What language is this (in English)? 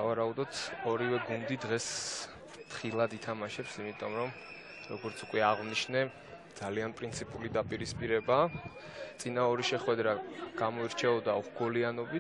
Georgian